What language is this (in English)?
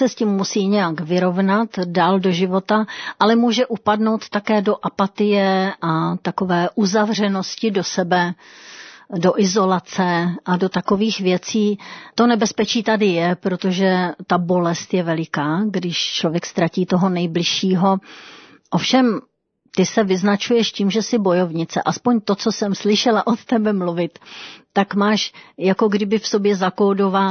Czech